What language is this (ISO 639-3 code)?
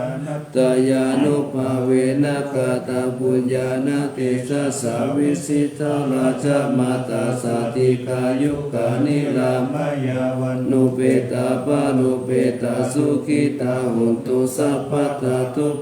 pli